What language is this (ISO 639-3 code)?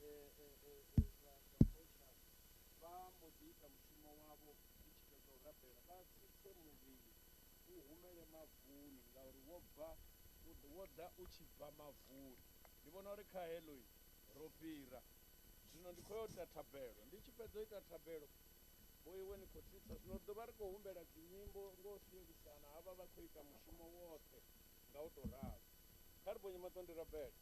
ven